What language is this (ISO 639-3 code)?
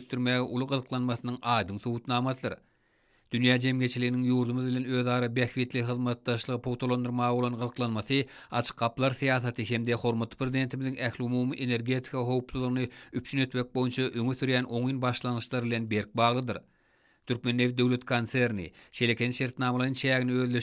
tuk